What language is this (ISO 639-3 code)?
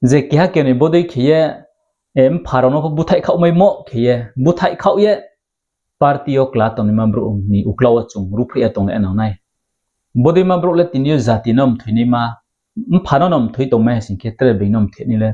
ria